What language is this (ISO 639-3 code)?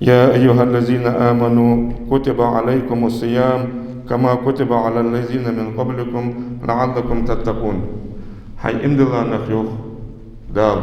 inh